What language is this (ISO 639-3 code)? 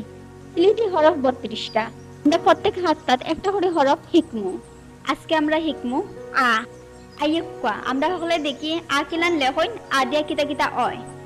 syl